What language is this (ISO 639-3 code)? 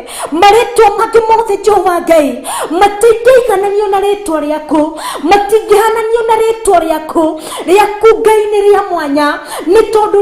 kik